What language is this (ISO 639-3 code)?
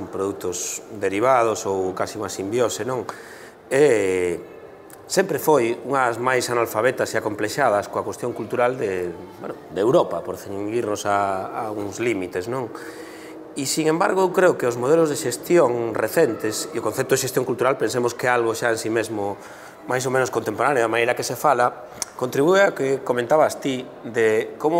glg